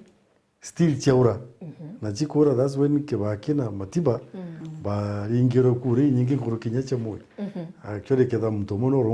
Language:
Meru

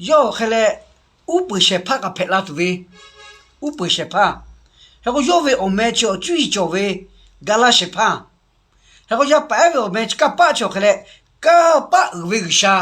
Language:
Lahu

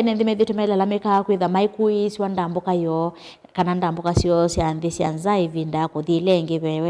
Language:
Kamba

